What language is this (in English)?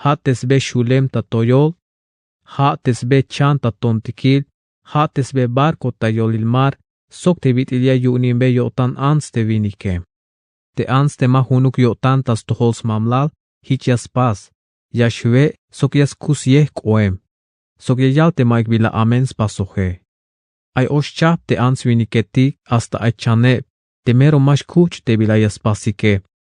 Tzeltal